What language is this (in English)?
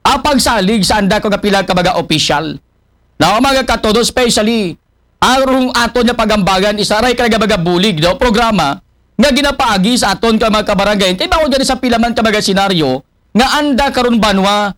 Aklanon